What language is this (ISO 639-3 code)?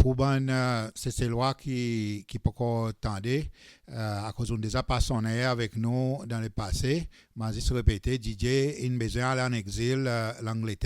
crs